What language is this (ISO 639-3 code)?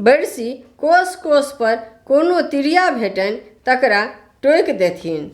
mai